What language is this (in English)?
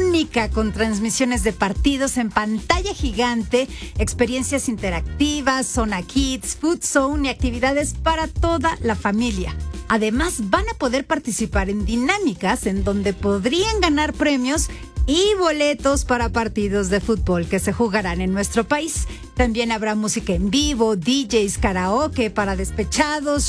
Spanish